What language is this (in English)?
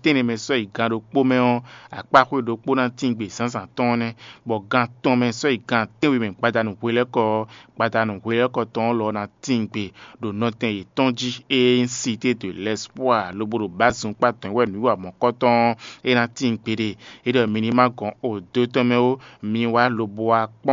Fon